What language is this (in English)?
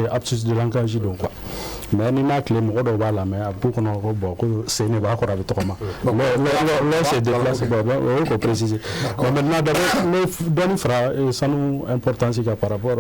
Bambara